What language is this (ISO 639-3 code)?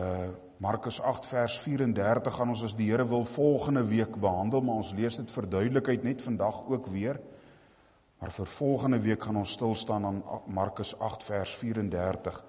afr